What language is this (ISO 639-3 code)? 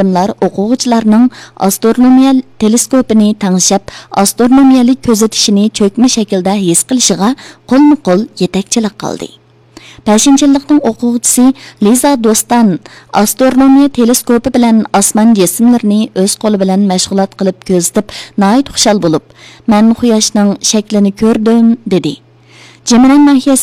uig